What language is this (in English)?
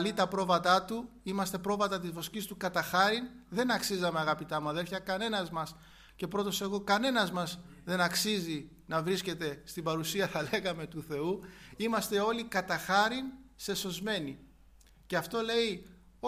Greek